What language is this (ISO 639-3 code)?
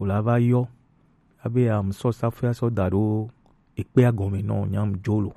gej